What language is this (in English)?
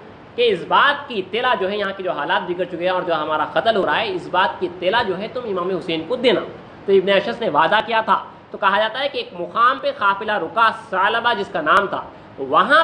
Urdu